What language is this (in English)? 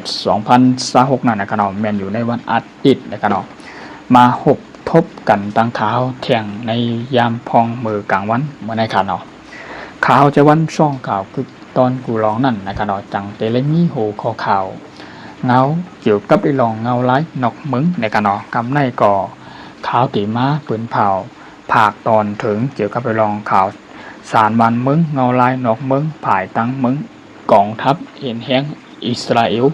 Shan